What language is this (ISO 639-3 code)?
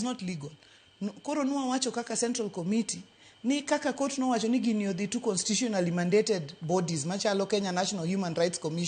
luo